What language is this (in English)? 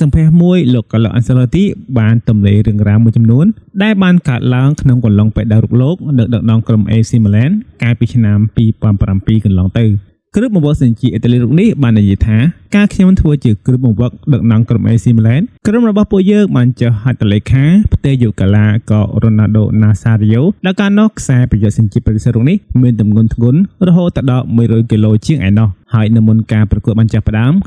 Khmer